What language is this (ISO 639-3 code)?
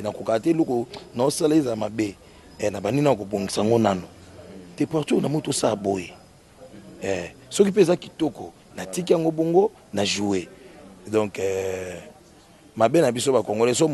lin